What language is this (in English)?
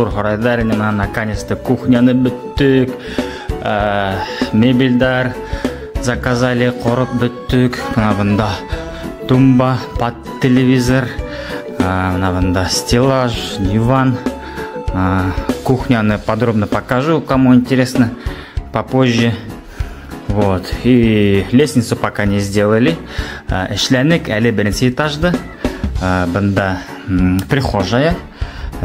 Bashkir